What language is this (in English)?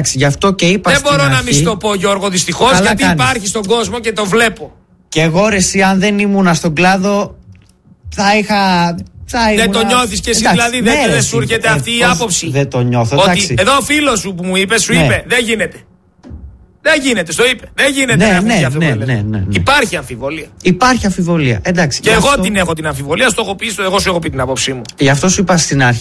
Greek